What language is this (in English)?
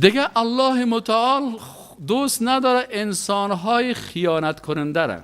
Persian